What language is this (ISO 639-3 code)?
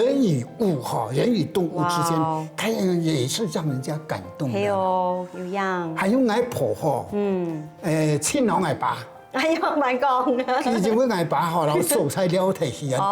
hak